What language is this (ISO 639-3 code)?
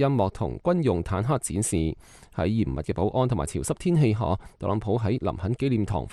yue